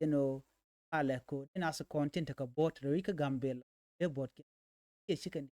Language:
Nuer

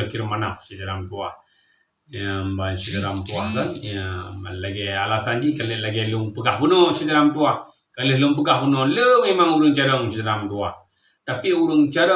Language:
Achinese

